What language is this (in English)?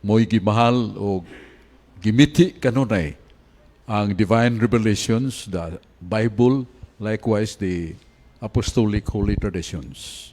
Cebuano